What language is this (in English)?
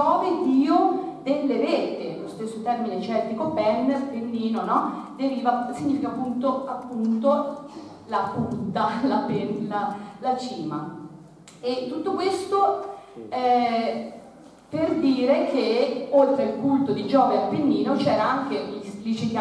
Italian